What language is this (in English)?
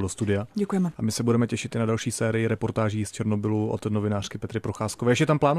Czech